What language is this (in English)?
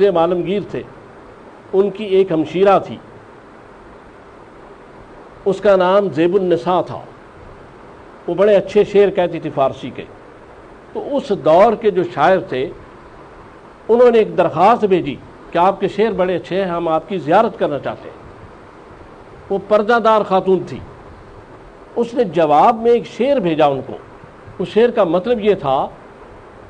Urdu